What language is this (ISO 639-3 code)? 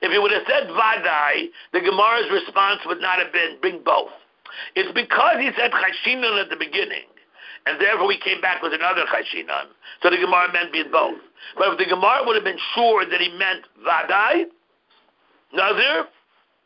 eng